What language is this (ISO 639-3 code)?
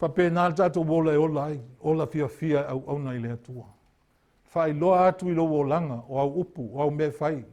smo